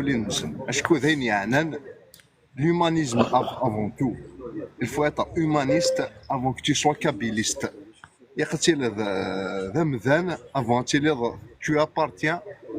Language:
Kabyle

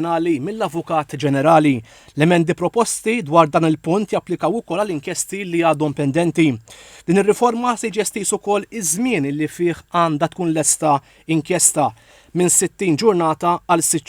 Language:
Maltese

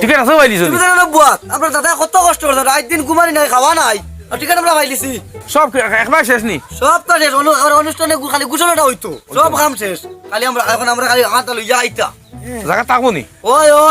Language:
Sylheti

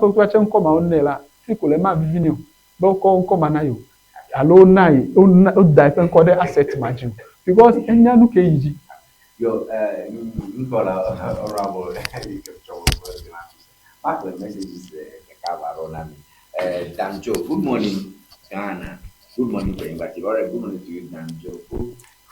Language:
Ewe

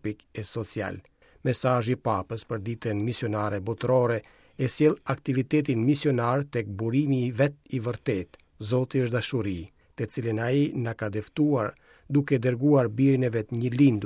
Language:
Albanian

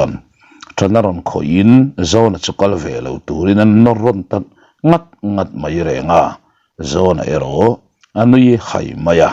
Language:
Mizo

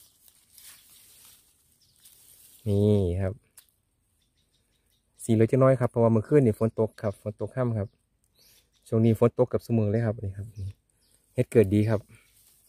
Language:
Thai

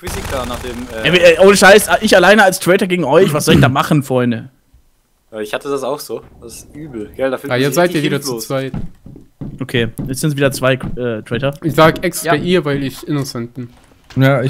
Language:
German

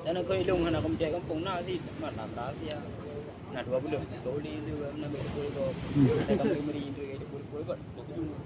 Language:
Achinese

